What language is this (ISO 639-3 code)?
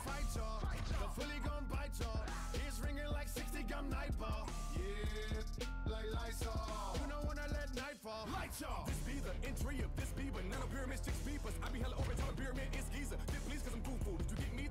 eng